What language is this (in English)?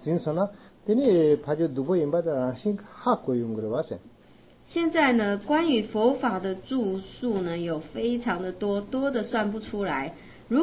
Chinese